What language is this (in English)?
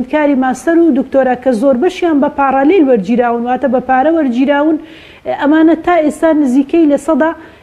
Central Kurdish